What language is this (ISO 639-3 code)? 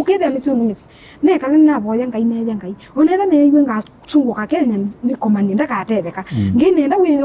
kam